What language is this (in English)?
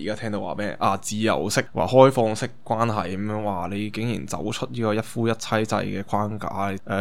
Cantonese